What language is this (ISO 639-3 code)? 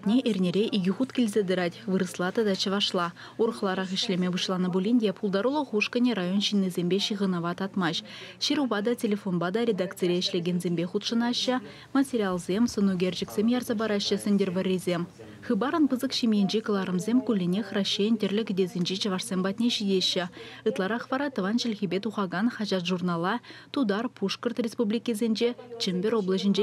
chv